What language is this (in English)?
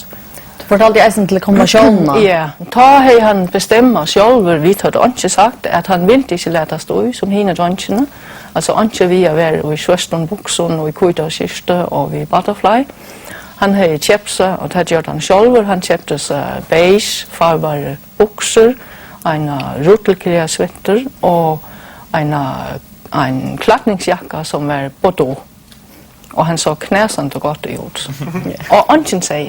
Faroese